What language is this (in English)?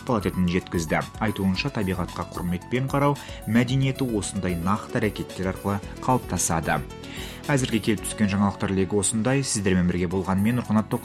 Kazakh